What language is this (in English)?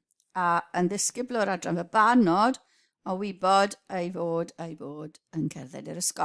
Welsh